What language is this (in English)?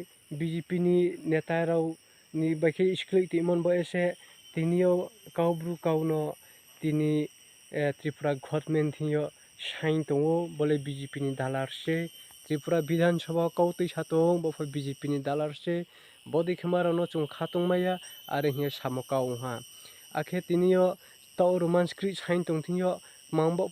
Riang (India)